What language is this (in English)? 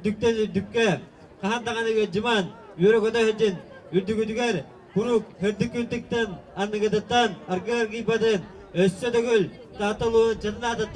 Yakut